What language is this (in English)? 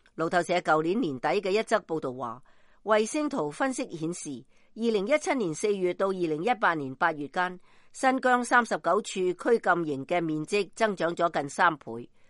Cantonese